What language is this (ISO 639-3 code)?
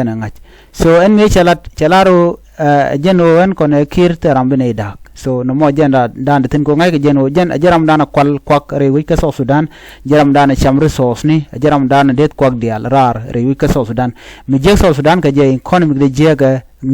nus